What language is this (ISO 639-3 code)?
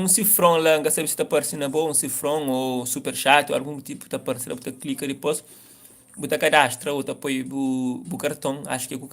kea